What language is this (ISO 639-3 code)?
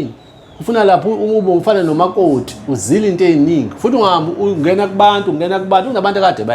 zul